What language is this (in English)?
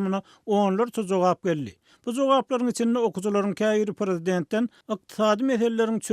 Turkmen